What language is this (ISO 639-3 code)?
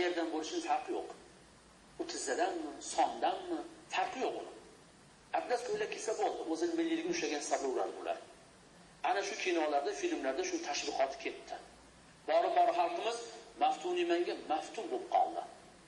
uzb